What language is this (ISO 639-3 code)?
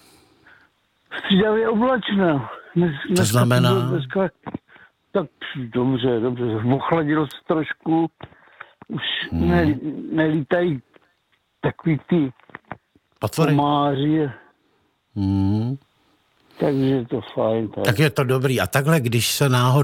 ces